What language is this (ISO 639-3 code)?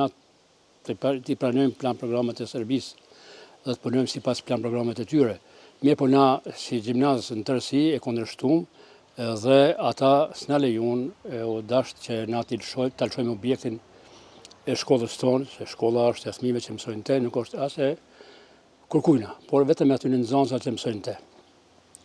sqi